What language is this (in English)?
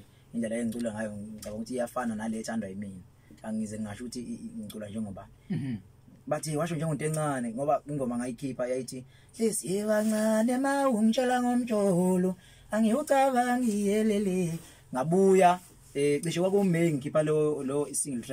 Zulu